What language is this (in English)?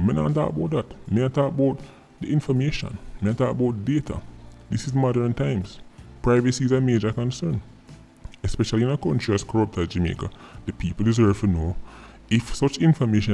Jamaican Creole English